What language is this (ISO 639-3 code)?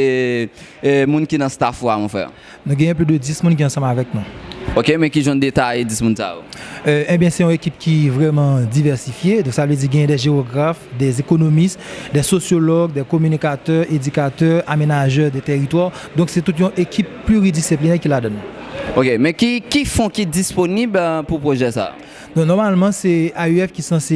hat